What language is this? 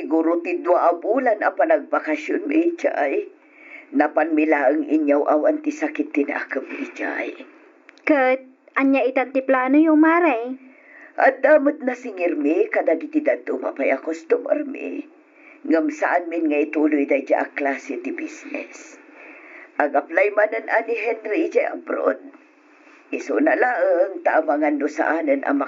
Iloko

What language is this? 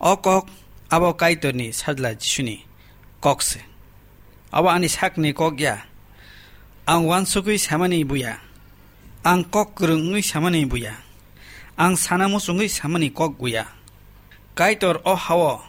Kok Borok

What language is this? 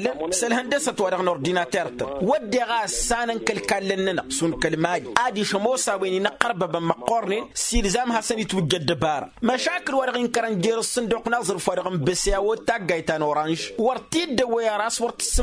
Tamasheq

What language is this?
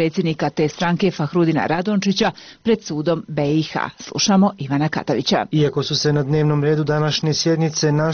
Bosnian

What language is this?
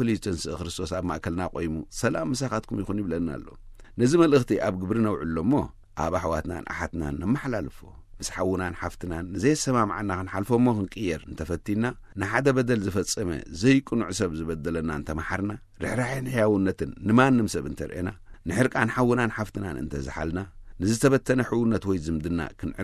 Tigrinya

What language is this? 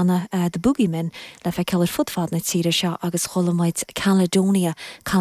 Irish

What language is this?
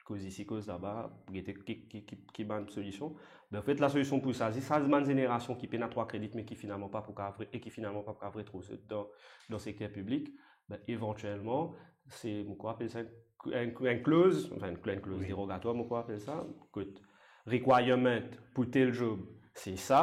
Morisyen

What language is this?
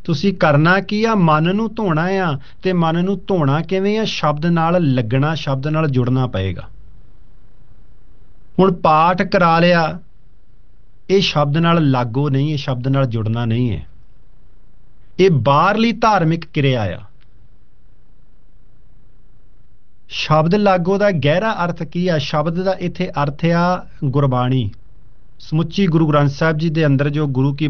Punjabi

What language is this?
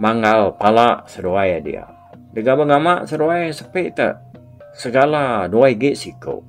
Iban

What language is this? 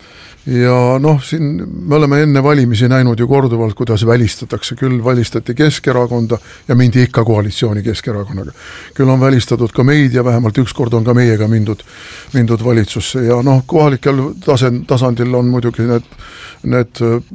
Estonian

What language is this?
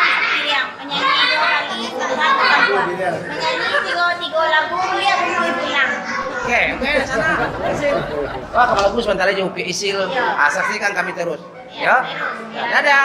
Minangkabau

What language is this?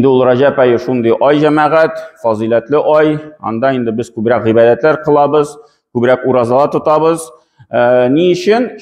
Tatar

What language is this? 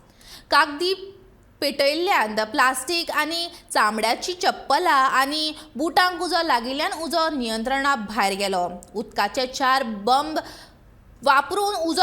Konkani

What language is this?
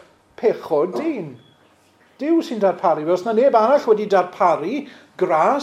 Welsh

